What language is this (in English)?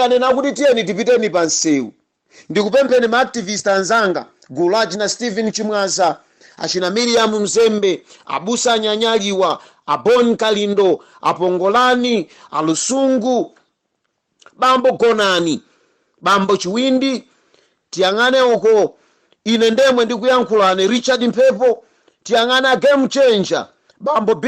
Nyanja